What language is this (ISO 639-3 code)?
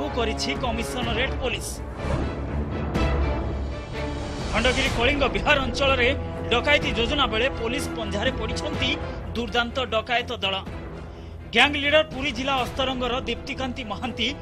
ori